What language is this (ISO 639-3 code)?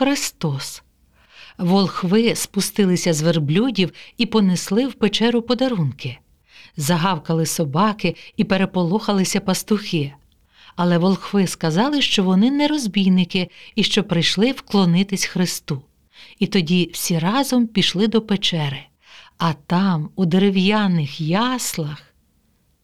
ukr